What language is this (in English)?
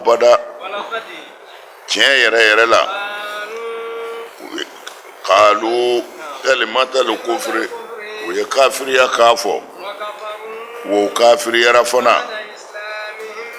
Bambara